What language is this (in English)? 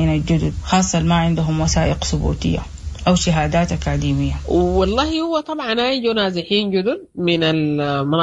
Sudanese Arabic